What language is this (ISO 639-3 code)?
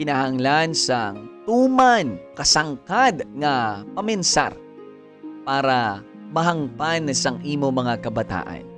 hil